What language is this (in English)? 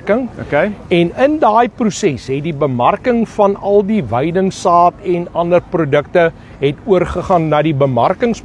Afrikaans